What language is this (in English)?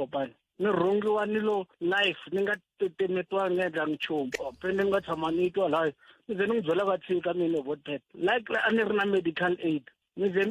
Tsonga